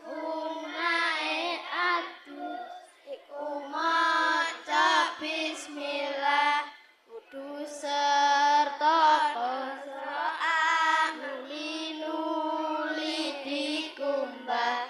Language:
Javanese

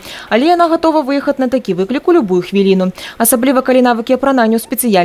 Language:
Belarusian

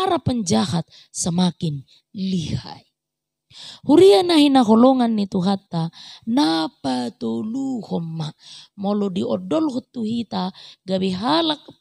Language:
Batak Toba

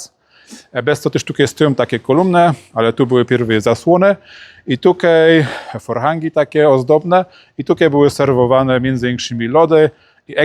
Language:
Silesian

